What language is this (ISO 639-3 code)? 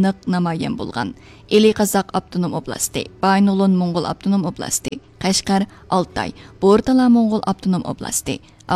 uig